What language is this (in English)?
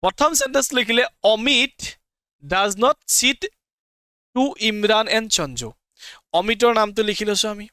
Assamese